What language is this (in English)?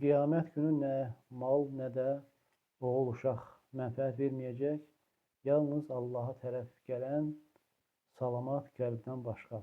Azerbaijani